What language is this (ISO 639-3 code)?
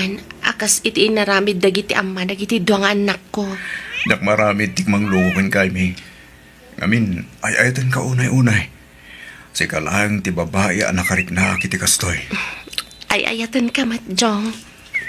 ilo